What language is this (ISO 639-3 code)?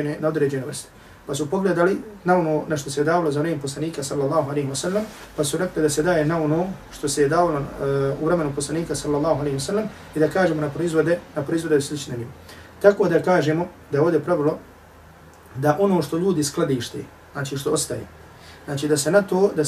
bos